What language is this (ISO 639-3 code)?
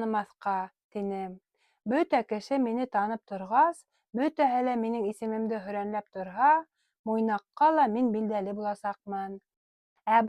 bak